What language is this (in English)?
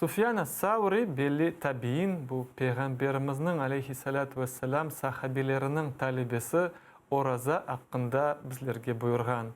Crimean Tatar